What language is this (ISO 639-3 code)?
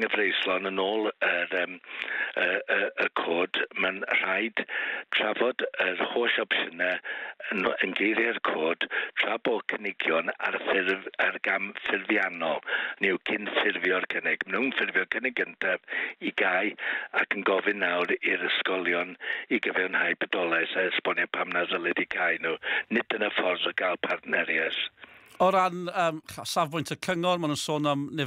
cym